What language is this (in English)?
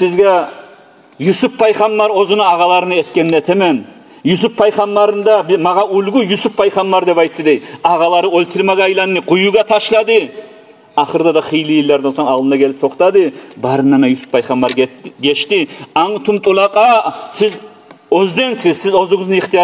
Kumyk